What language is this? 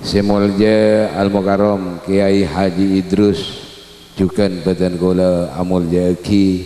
Madurese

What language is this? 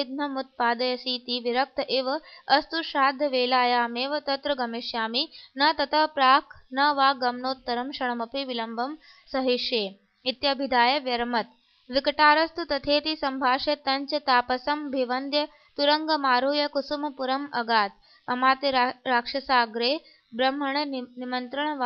Sanskrit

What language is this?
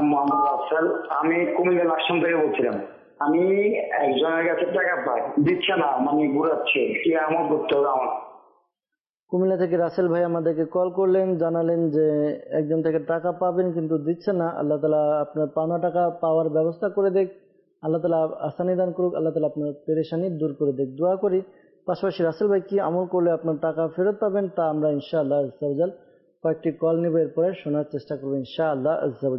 Bangla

